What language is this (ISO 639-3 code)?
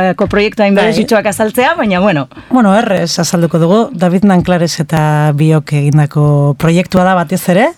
eus